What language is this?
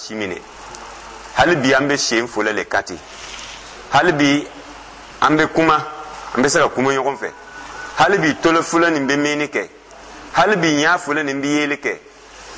Dyula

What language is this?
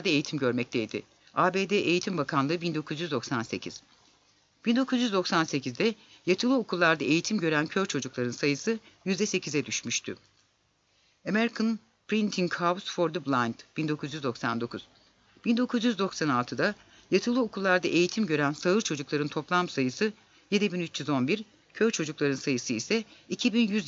Turkish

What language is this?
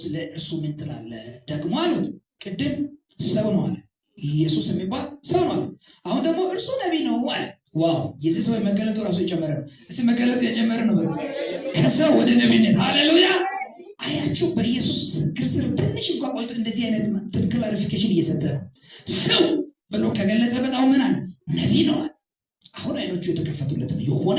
Amharic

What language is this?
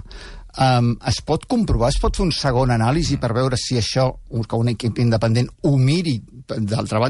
Catalan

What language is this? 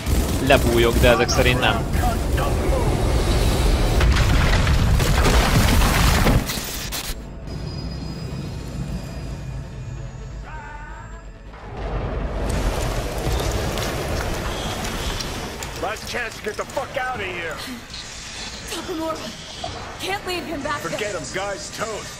Hungarian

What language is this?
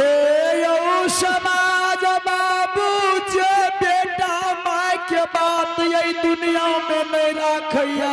Angika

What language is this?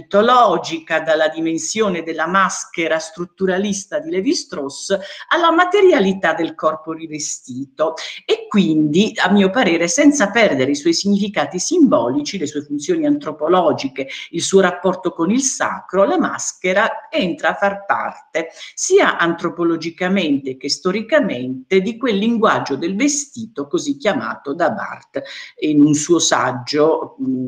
Italian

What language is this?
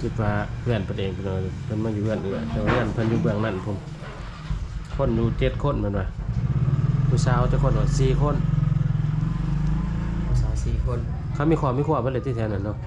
Lao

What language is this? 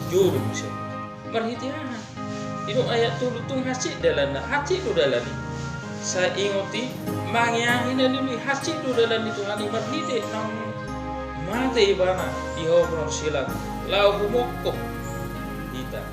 Batak Toba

